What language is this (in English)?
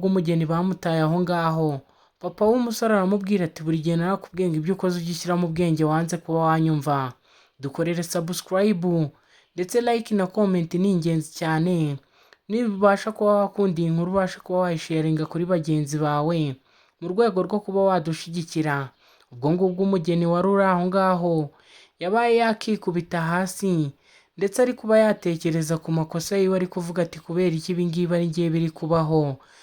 Kinyarwanda